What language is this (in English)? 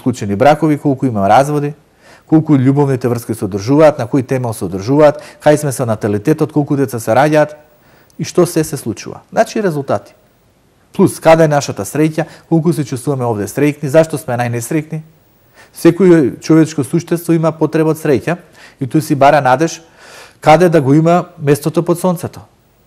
Macedonian